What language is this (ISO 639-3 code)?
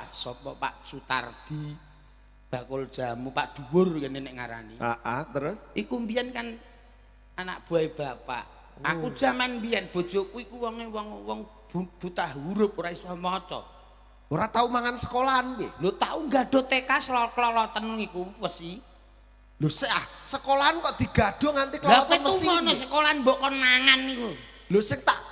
jav